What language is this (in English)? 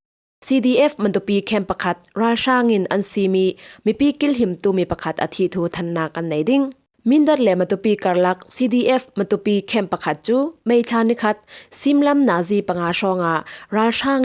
Falam Chin